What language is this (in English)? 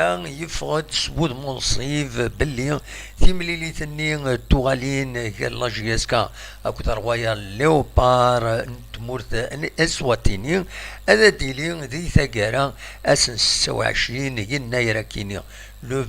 Kabyle